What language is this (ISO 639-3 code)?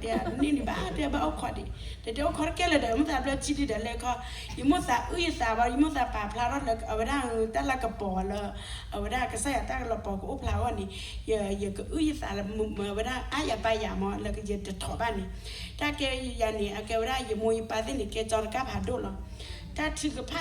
ksw